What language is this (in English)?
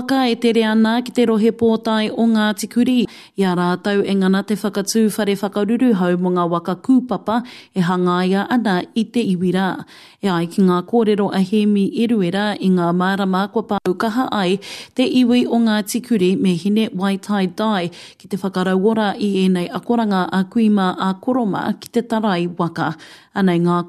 Māori